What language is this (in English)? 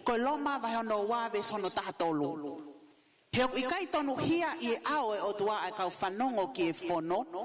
Tongan